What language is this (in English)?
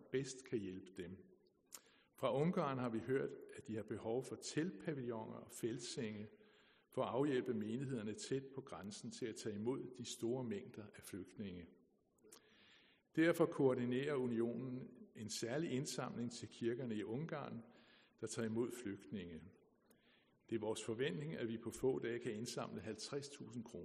Danish